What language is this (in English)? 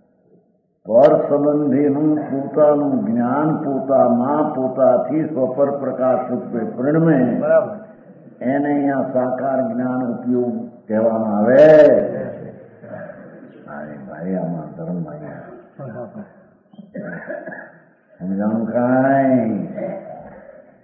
Gujarati